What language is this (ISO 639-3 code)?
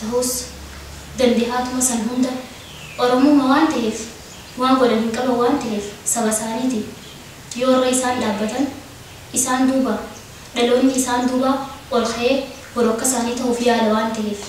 orm